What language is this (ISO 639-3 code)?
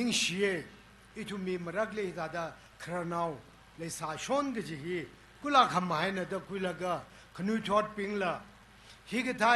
nmf